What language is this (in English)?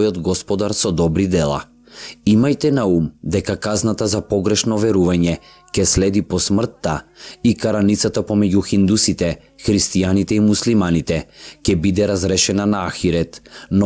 Macedonian